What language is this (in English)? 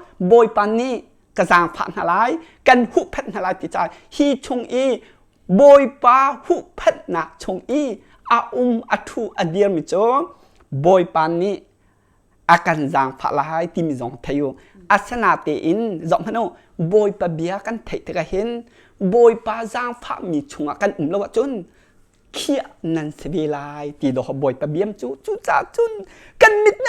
Hakha Chin